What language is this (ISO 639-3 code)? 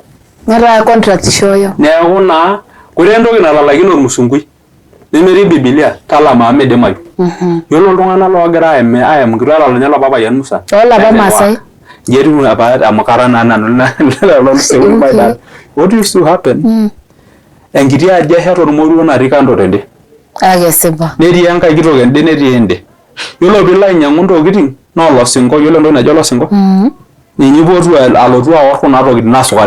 mas